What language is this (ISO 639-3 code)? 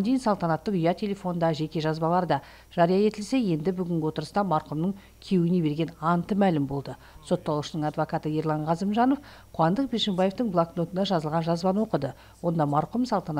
kaz